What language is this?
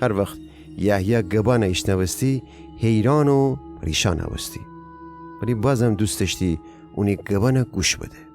Gilaki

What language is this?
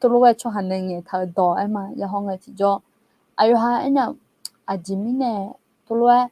Akha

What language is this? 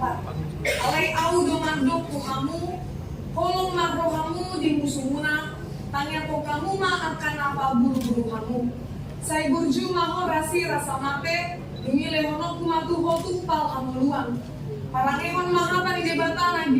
Batak Toba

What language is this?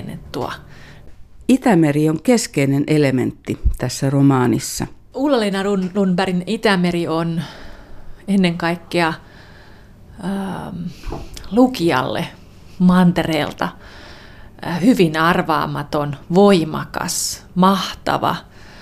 Finnish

